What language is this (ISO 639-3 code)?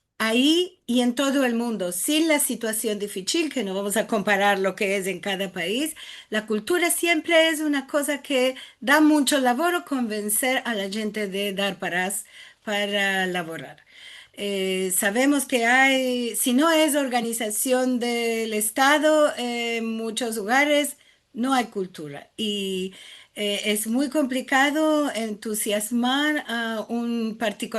lad